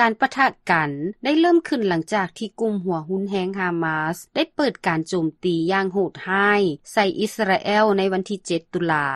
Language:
Lao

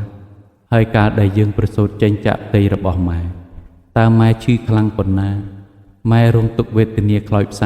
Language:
Khmer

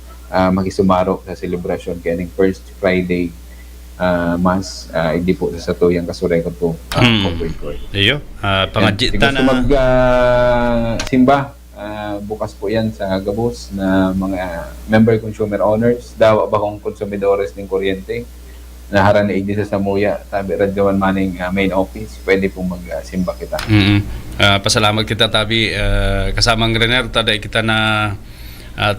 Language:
Bikol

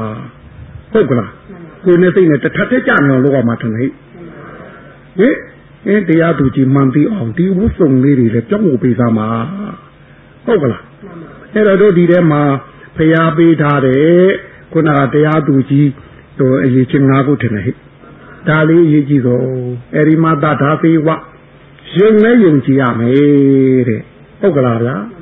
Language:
Burmese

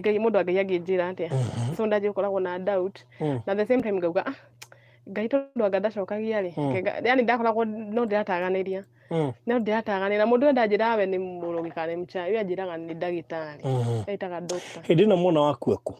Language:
Kikuyu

